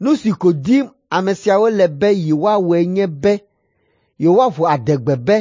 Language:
Ewe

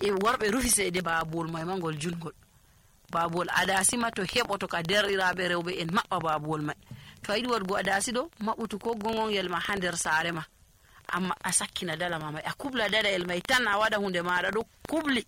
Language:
Nigerian Fulfulde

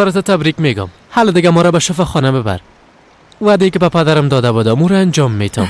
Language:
Persian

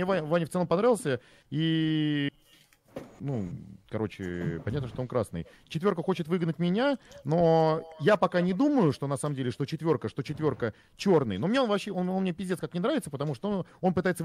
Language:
Russian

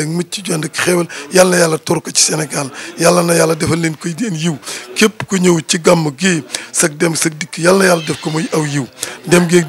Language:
Wolof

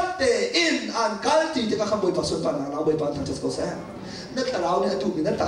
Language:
Hakha Chin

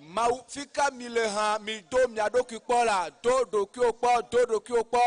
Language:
Ewe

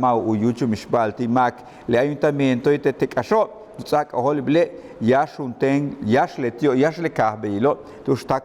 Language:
Yucateco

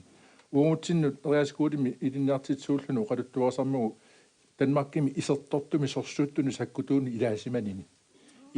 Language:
Kalaallisut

